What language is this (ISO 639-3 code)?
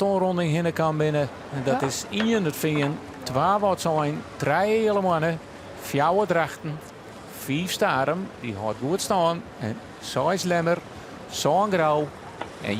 fry